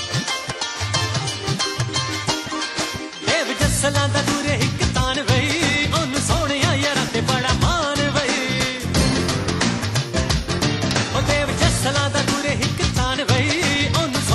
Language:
Punjabi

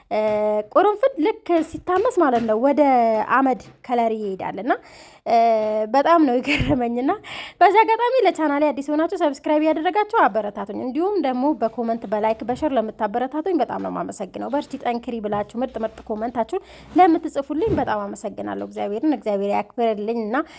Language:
Amharic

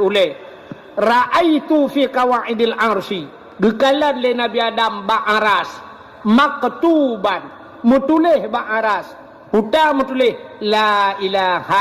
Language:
Achinese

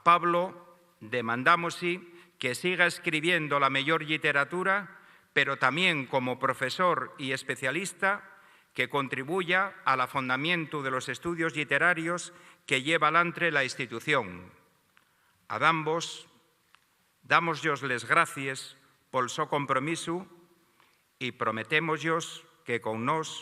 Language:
Asturian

